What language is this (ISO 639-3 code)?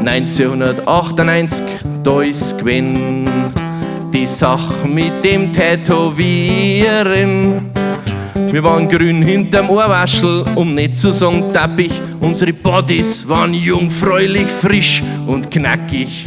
bar